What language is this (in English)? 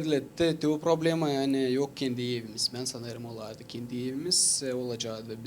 Gagauz